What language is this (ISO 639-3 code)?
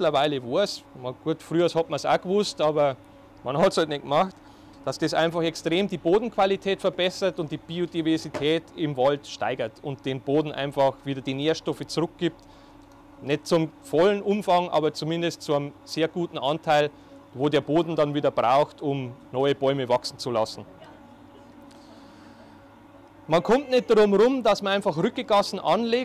deu